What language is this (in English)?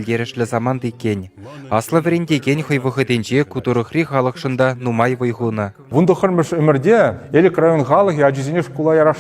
Chuvash